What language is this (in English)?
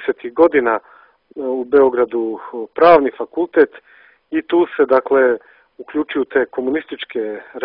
Serbian